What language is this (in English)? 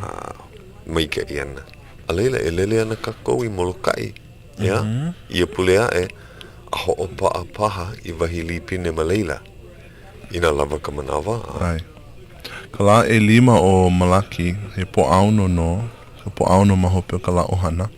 Hawaiian